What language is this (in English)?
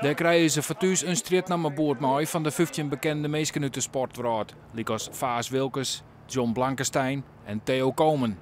Western Frisian